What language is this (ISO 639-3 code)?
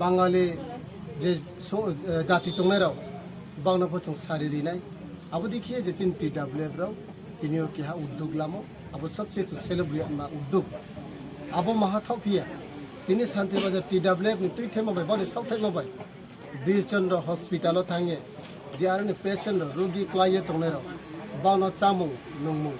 trp